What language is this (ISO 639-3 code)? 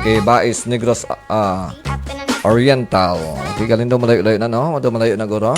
hil